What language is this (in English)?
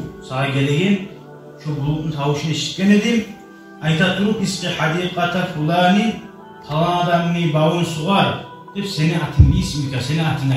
Kumyk